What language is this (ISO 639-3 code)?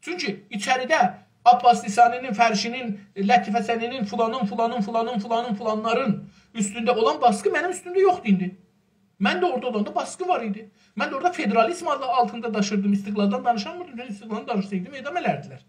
azb